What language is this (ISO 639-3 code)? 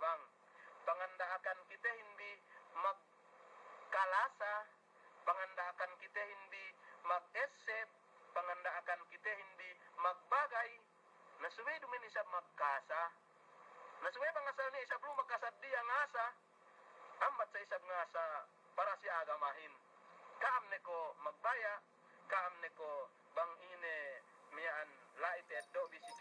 yka